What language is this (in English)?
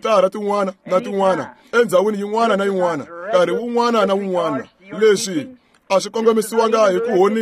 Tsonga